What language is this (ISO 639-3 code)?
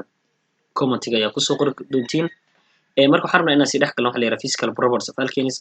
som